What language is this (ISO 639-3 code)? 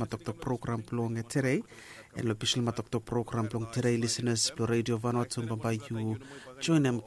bis